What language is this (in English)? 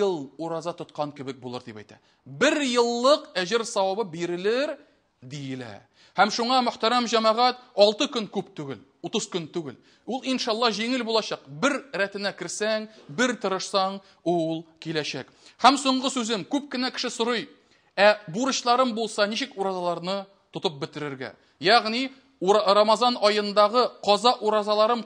Tatar